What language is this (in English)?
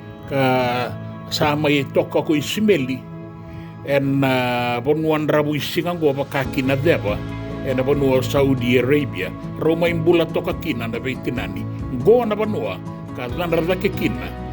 Fijian